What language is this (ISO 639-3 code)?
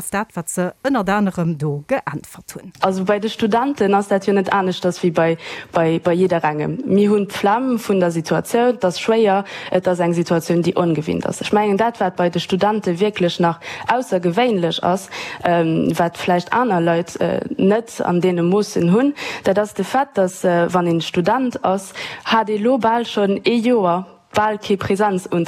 ltz